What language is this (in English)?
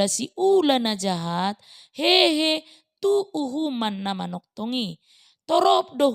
Batak Toba